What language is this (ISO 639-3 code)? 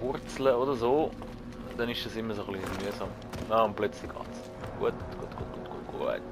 gsw